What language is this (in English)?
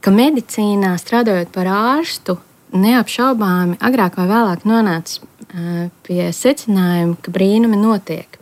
Latvian